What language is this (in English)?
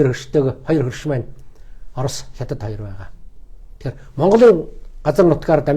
Mongolian